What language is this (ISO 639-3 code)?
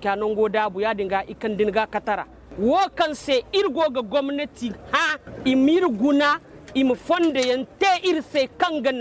dje